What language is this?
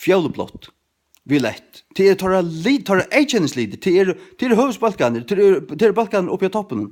Faroese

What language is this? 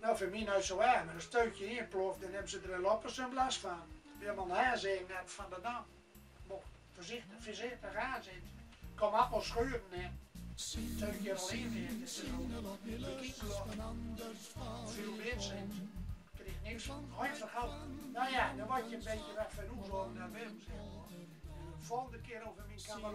Gronings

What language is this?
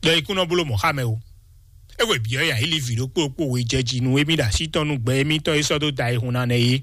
Fon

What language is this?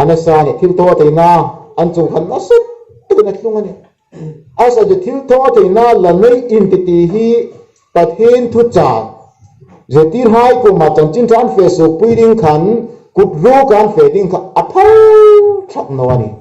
Hmar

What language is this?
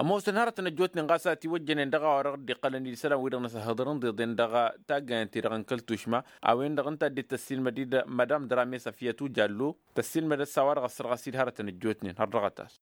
Tamasheq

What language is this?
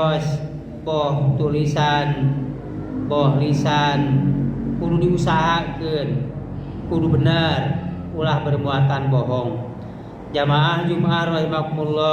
Sundanese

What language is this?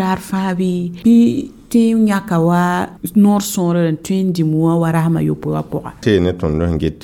Mossi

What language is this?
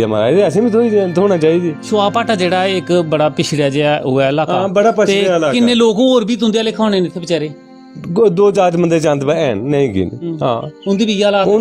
Dogri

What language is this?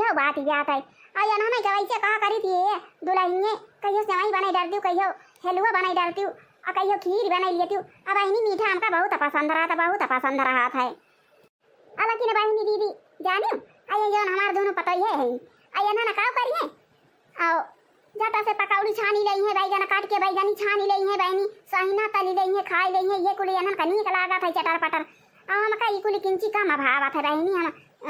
Awadhi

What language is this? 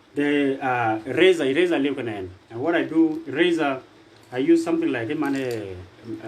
Dinka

